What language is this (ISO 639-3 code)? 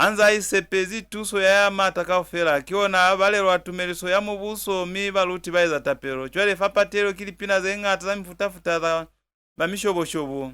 loz